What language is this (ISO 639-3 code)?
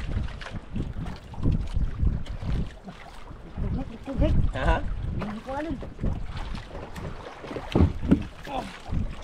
fil